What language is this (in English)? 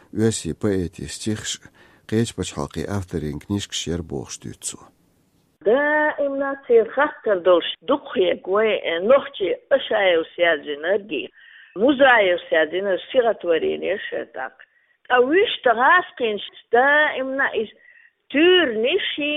Chechen